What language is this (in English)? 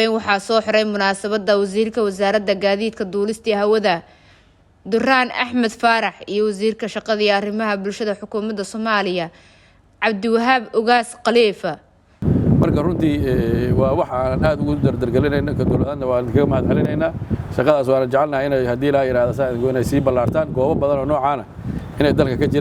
Somali